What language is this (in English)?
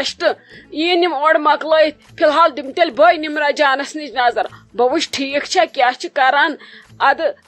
Kashmiri